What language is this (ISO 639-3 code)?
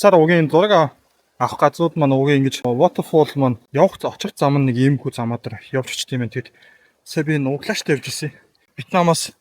mon